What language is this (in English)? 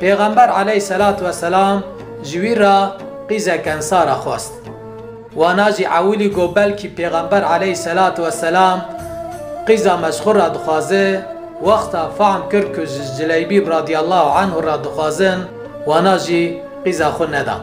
Kurdish